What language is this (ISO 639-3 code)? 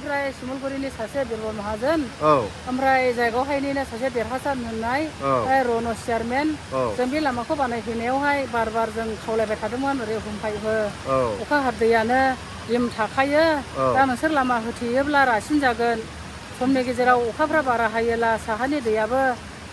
brx